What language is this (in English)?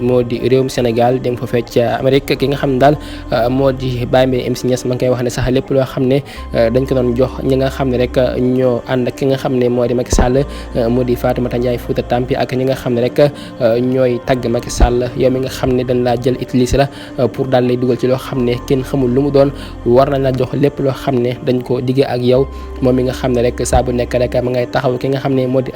Wolof